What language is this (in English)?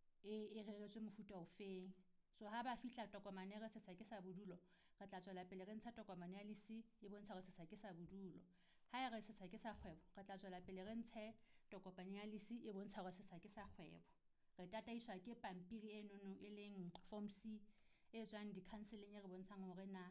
Southern Sotho